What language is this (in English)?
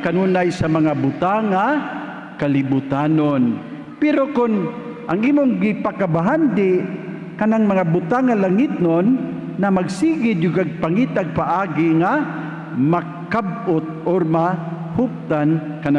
Cebuano